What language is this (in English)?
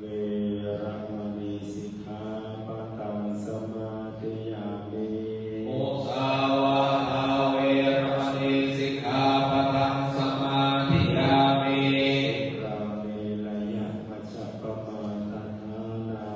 Pali